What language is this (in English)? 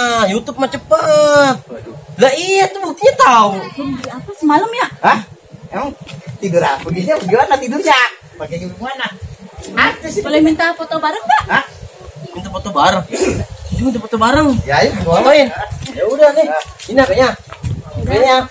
Betawi